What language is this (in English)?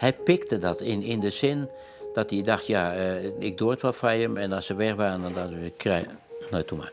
Western Frisian